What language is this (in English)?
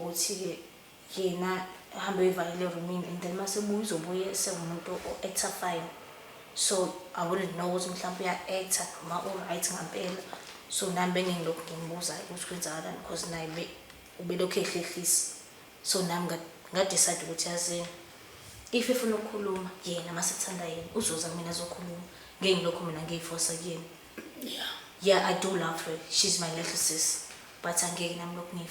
Zulu